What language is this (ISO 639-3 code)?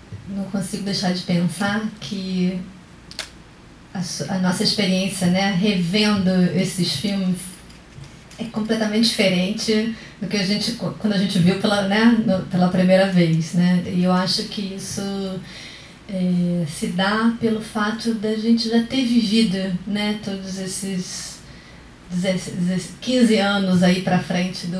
por